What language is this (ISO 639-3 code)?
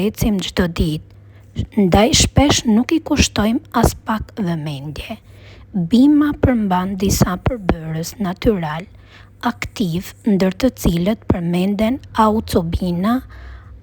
sqi